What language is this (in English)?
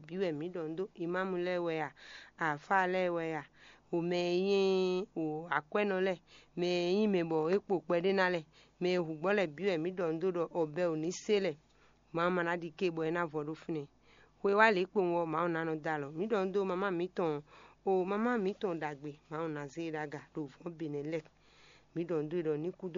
Fon